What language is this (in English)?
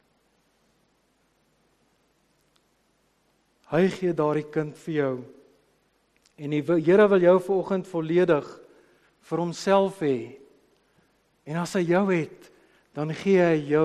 Afrikaans